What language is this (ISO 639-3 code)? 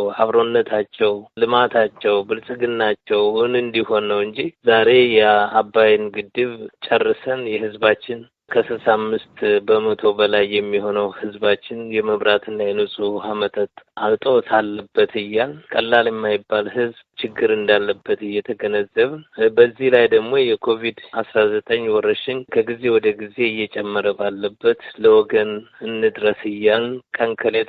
amh